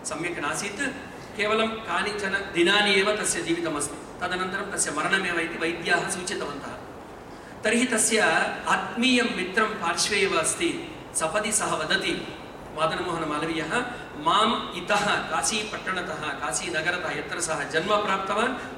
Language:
Sanskrit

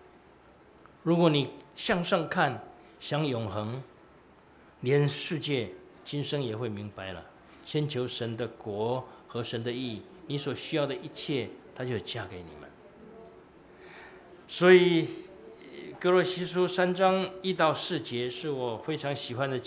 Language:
Chinese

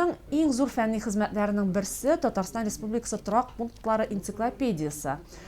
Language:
Tatar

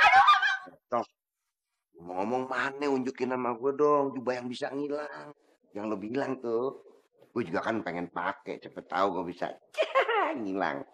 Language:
Betawi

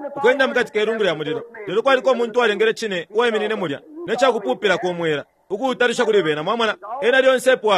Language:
Bemba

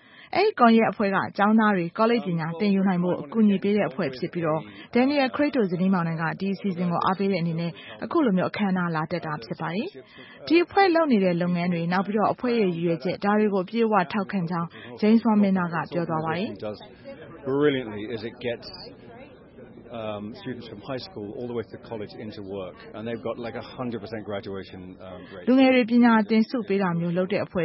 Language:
Burmese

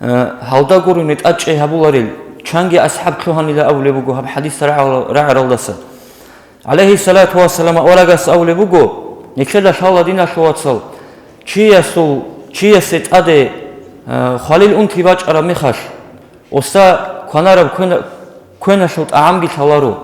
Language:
Avaric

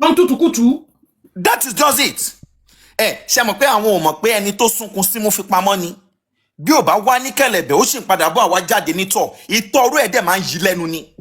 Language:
Yoruba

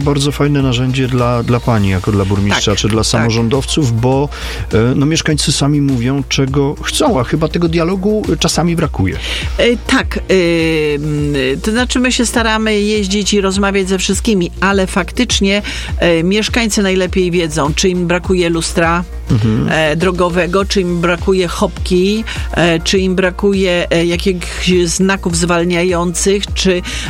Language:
Polish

